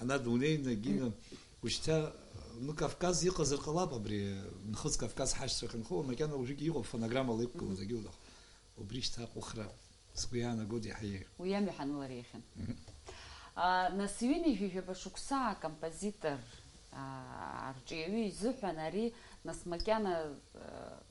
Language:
Abkhazian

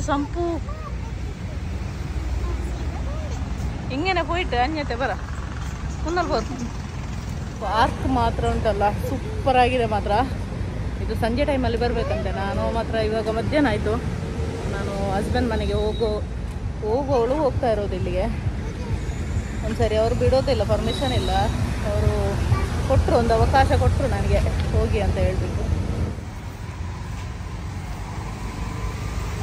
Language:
Kannada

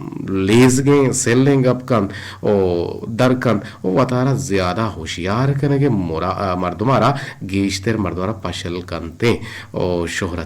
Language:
Eastern Balochi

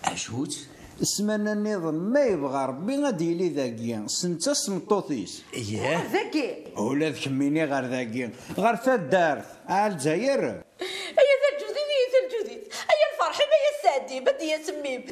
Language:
Kabyle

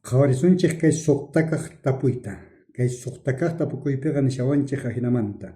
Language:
South Bolivian Quechua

